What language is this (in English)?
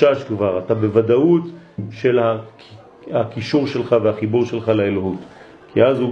Hebrew